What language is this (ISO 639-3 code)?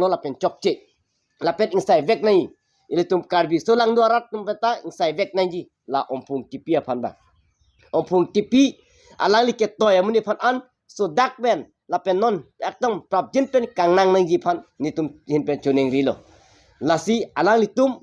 mjw